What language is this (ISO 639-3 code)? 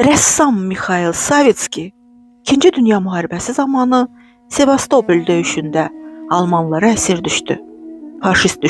aze